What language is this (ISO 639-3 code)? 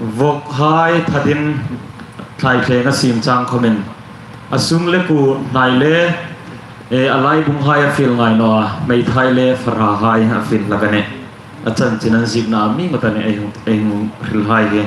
hmr